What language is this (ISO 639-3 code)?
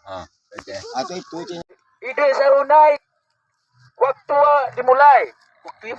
min